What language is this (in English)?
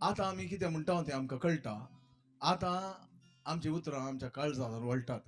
Konkani